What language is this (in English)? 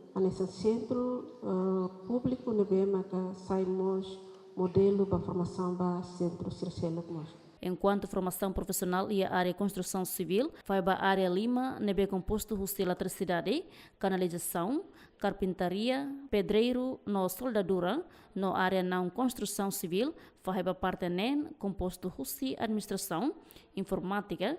Tetum